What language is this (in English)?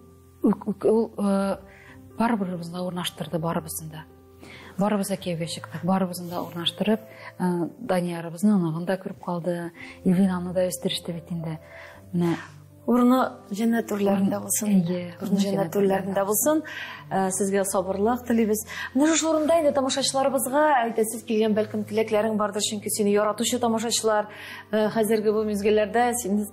Tatar